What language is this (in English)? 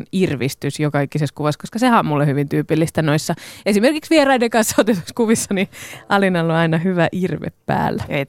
Finnish